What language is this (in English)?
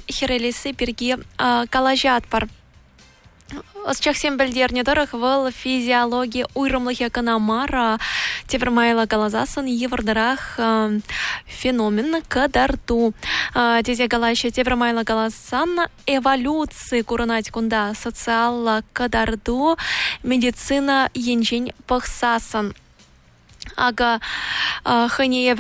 Chuvash